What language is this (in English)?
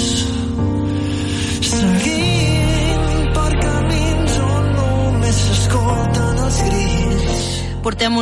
Catalan